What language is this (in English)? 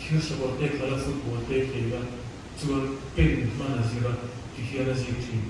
Mizo